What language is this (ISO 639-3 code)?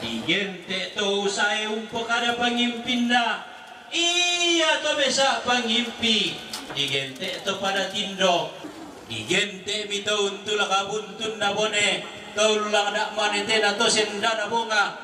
sda